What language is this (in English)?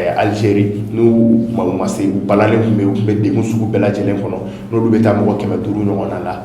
Bambara